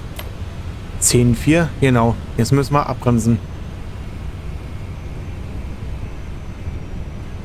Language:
German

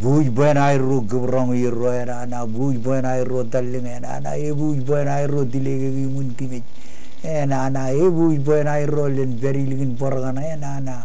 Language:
Marshallese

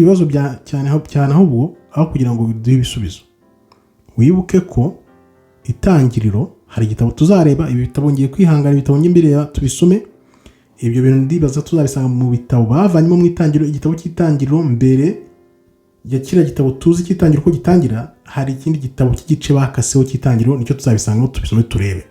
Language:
Kinyarwanda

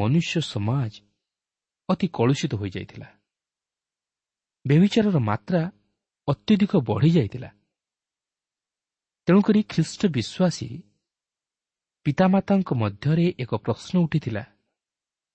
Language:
Odia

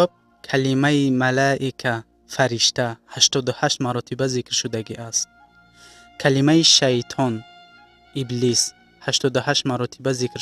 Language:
Tajik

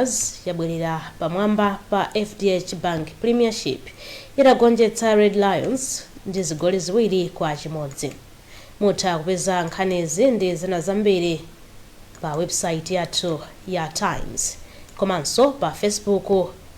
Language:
Nyanja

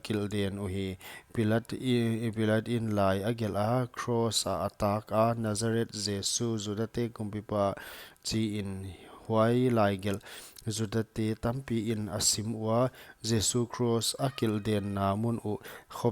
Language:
Paite Chin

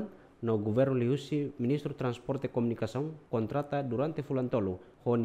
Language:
Tetum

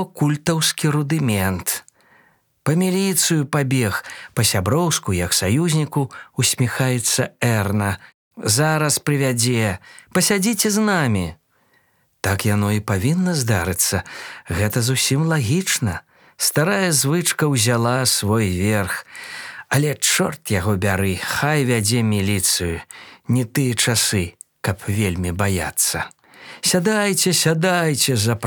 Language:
Belarusian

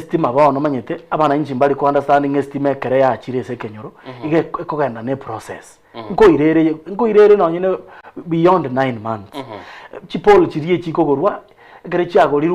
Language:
Gusii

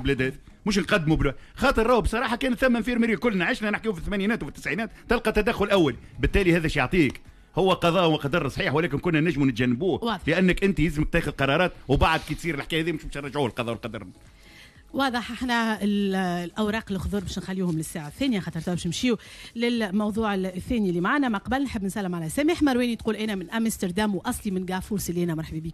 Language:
Tunisian Arabic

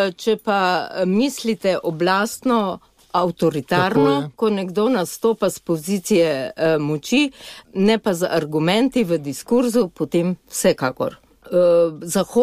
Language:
Slovenian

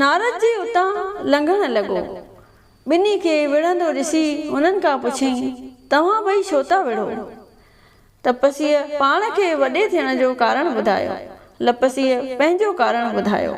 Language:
Sindhi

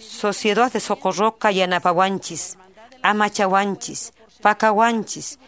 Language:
Quechua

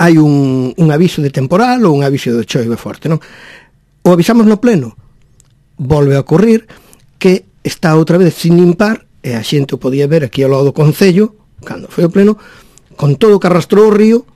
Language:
Galician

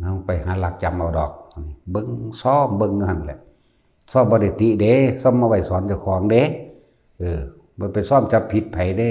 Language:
Northeastern Thai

